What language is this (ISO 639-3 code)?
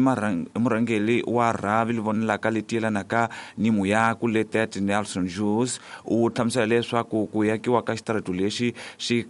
tso